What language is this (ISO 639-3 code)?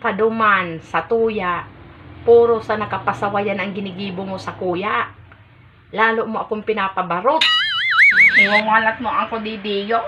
bik